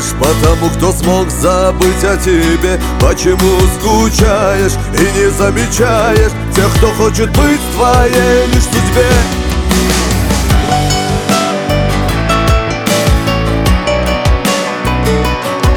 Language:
Russian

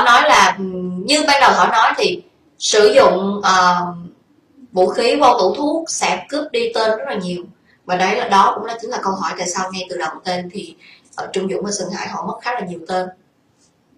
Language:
Vietnamese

